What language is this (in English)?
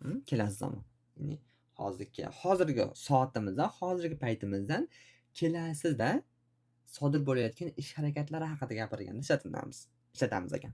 Uzbek